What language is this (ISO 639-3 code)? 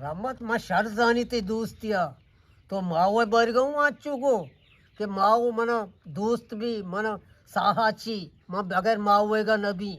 bgp